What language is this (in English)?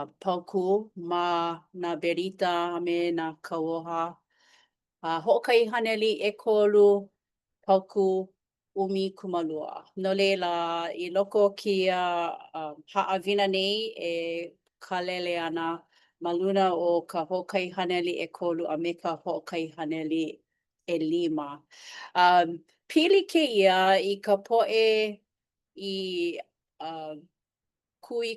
Hawaiian